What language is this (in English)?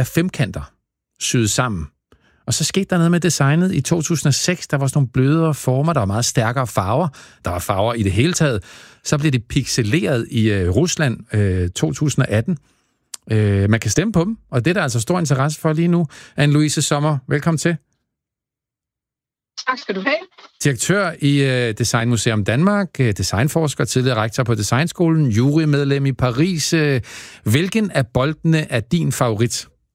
Danish